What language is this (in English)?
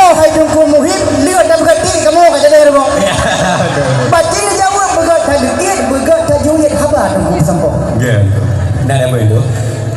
Achinese